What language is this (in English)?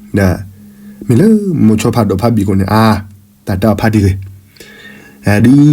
S'gaw Karen